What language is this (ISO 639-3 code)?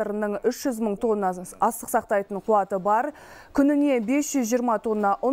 kaz